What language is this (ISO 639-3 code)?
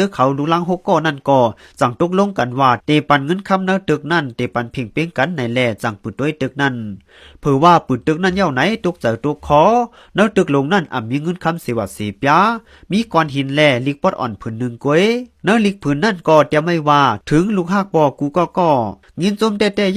shn